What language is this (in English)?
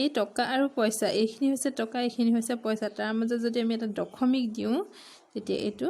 Assamese